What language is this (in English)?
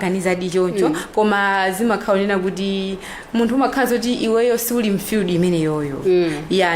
Nyanja